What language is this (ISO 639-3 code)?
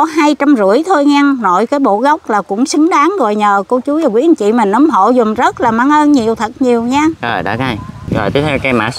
vie